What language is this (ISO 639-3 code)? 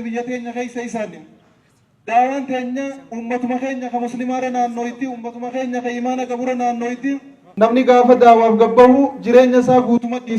orm